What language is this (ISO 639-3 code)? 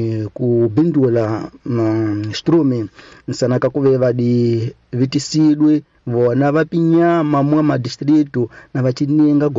tso